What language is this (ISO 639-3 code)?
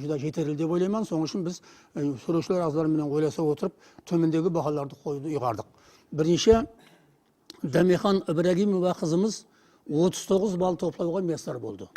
kaa